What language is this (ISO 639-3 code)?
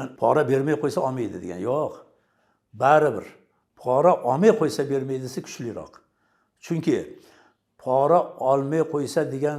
uzb